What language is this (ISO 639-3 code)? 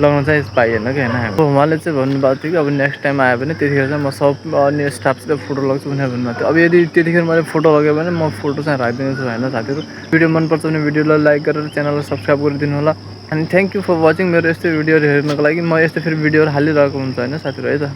nep